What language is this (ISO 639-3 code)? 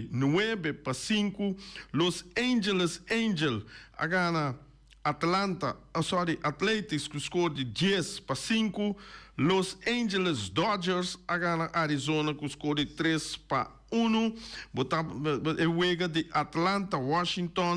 pap